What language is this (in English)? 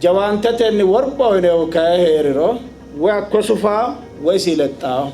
Sidamo